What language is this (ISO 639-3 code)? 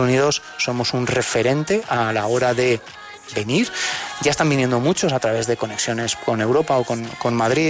spa